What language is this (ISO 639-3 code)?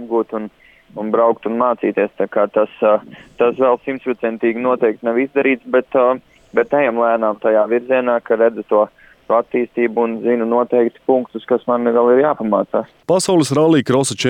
lav